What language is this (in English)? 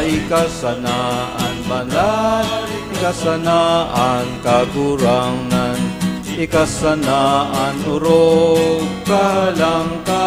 Bikol